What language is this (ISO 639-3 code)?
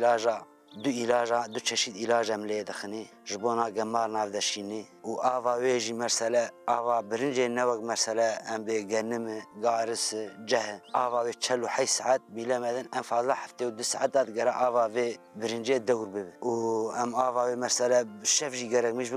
kur